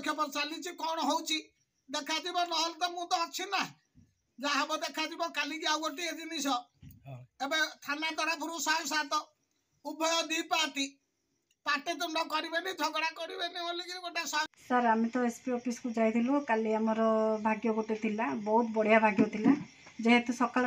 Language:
Odia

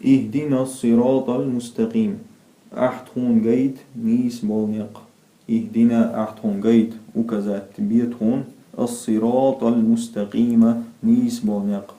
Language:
Chechen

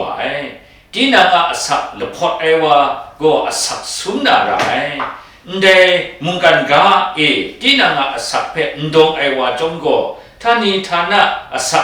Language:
Kachin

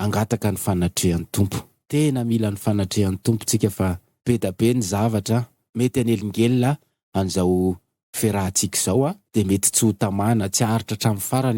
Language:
Malagasy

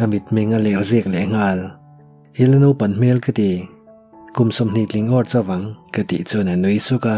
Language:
Mizo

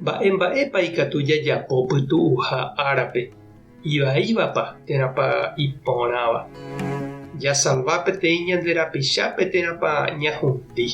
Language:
Guarani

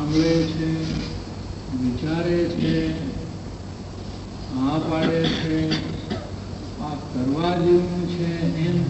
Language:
Gujarati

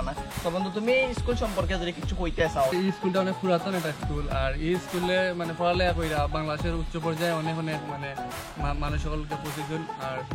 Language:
Sylheti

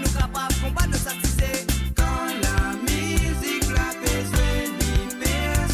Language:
Morisyen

